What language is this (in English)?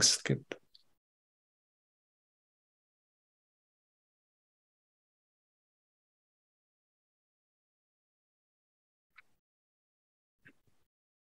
German